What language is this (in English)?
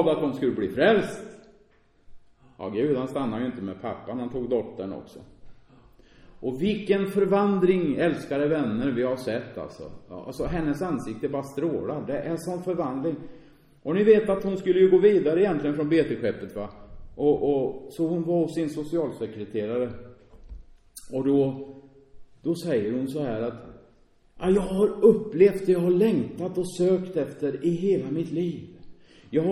Swedish